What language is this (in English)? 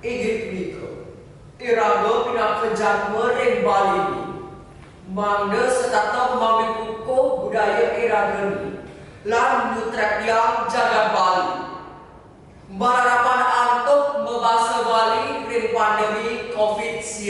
Balinese